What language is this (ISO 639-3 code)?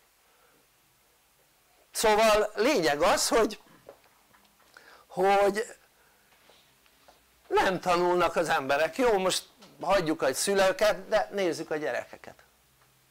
hun